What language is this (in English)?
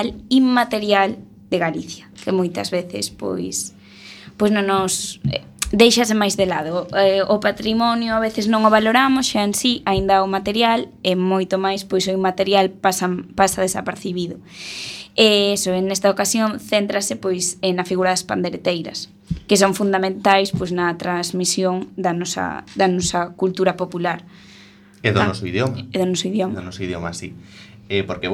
Galician